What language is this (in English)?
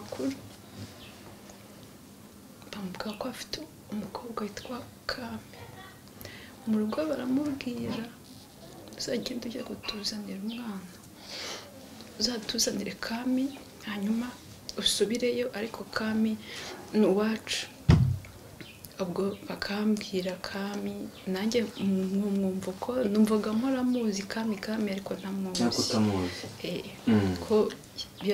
Kinyarwanda